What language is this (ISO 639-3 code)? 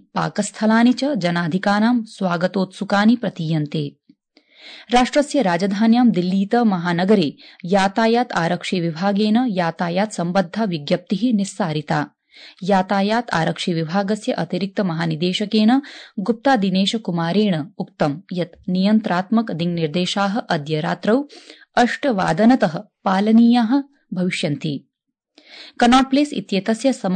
san